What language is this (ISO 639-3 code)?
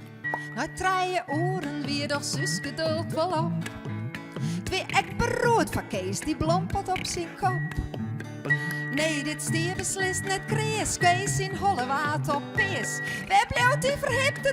fry